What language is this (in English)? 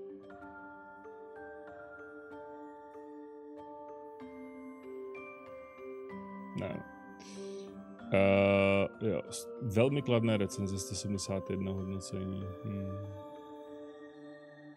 Czech